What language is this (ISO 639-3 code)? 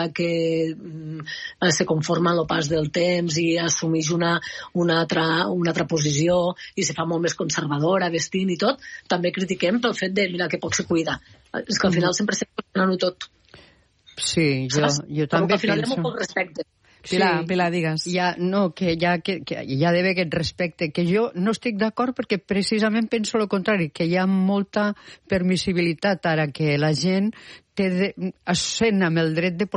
cat